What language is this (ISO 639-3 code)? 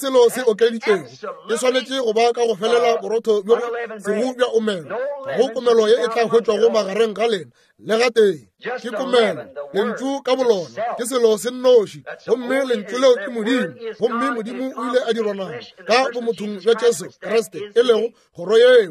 nso